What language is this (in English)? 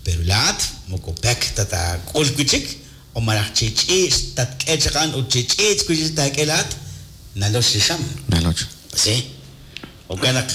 Kekchí